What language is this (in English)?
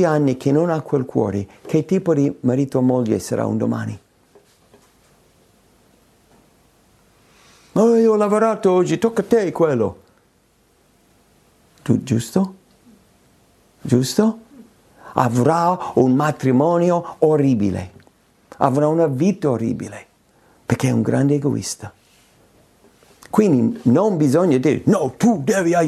Italian